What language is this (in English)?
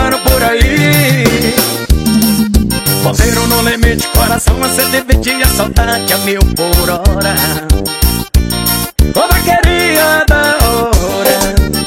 Portuguese